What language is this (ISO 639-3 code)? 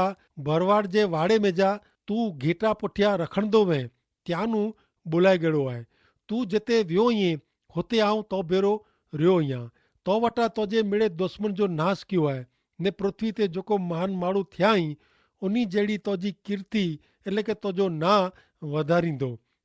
kfr